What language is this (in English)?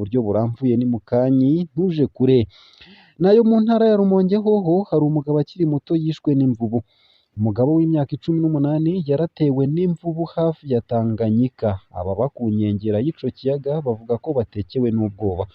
Rundi